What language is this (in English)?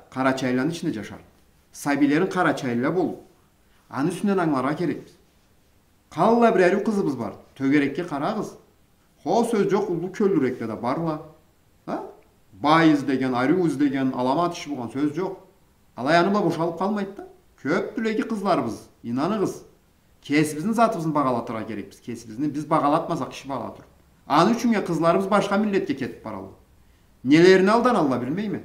Karachay-Balkar